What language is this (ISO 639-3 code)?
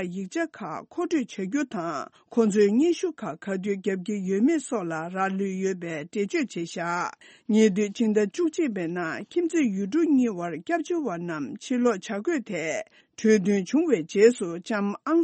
bod